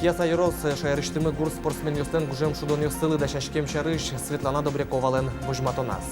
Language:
Udmurt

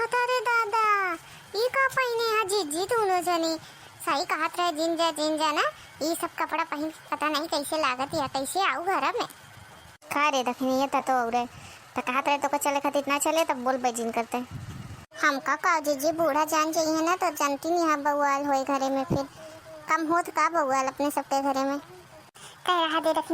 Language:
Awadhi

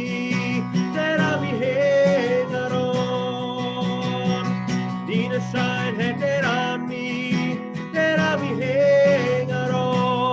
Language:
Plautdietsch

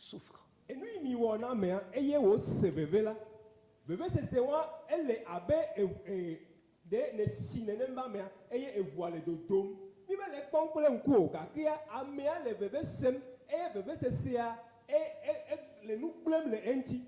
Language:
Ewe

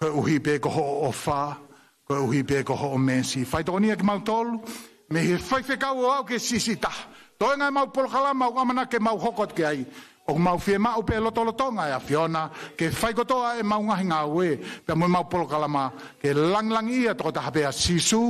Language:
Tongan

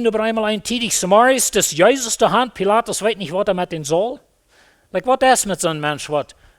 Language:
Plautdietsch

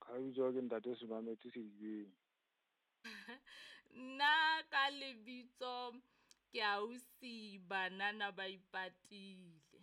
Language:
Southern Sotho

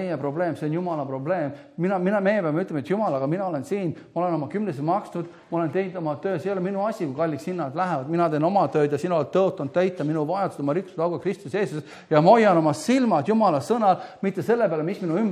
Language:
Estonian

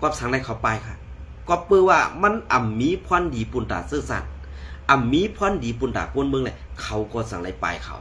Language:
Shan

